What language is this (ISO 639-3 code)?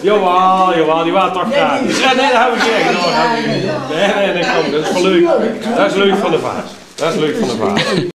lim